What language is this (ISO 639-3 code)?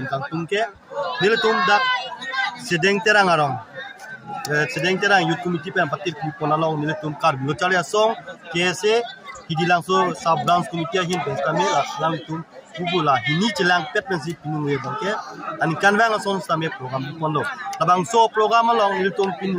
mjw